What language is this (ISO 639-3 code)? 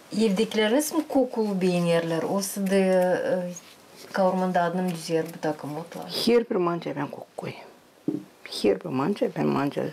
gag